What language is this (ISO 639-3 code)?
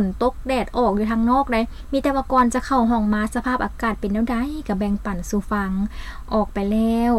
lao